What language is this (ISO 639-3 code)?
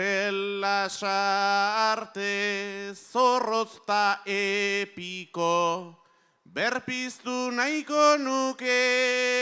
eus